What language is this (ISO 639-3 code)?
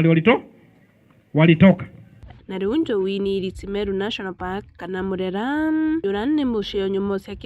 mer